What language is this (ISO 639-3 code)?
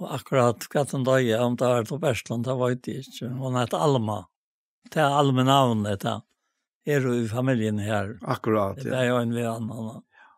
fao